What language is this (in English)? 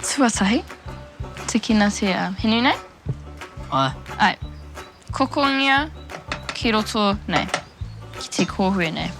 Māori